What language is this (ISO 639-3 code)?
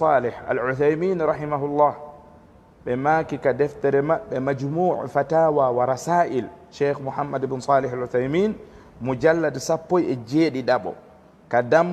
ful